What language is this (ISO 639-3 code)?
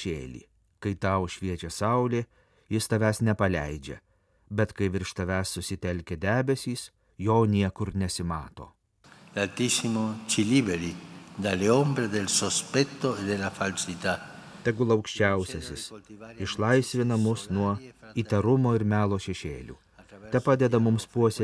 lit